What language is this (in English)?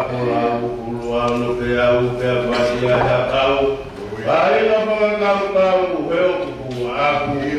Tongan